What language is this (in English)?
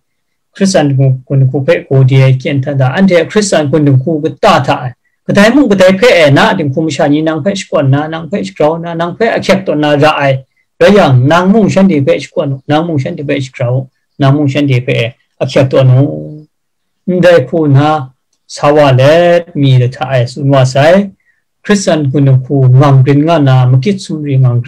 Kachin